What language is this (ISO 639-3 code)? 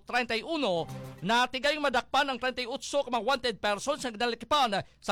hil